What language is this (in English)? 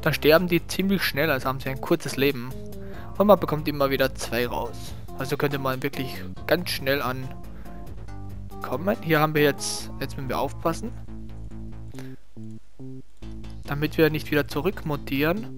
German